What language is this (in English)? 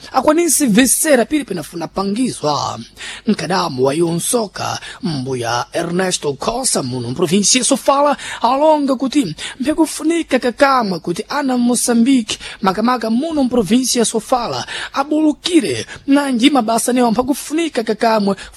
Sena